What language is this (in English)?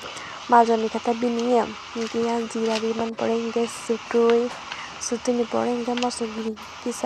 Kok Borok